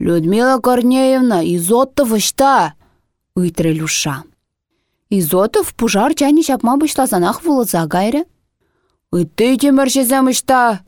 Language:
Chuvash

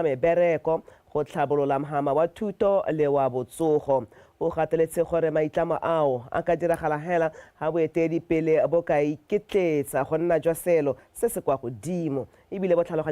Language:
Tswana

